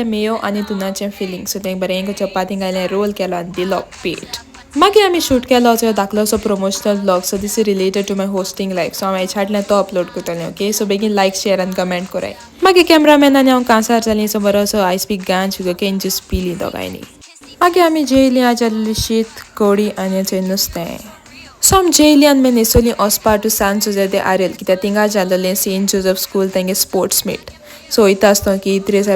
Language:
Konkani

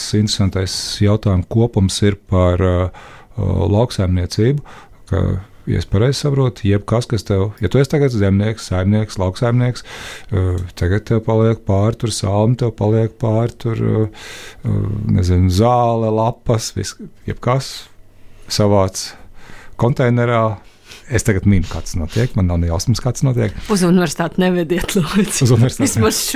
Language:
Latvian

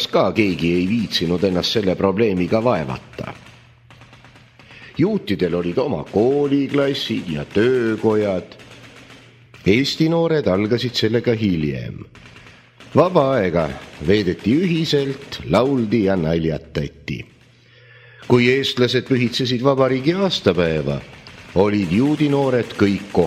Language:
Estonian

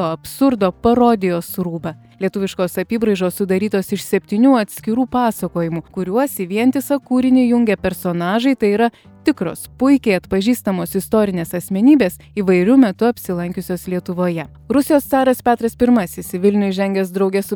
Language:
Lithuanian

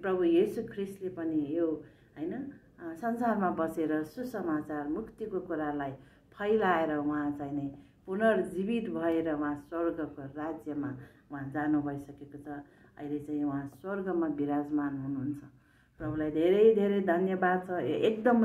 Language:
Nepali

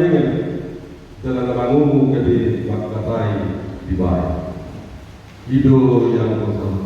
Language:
Batak Toba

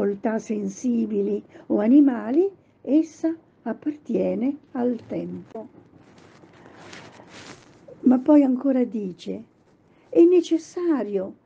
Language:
Italian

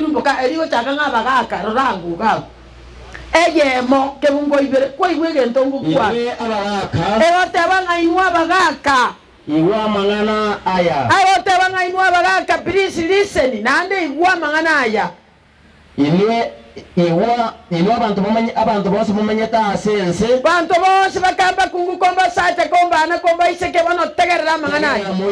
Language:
Gusii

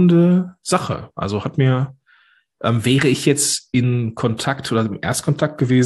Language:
German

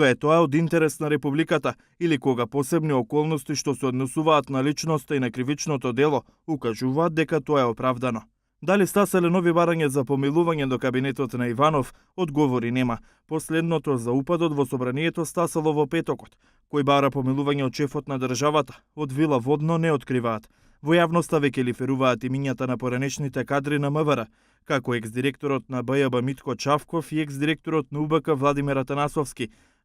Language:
Macedonian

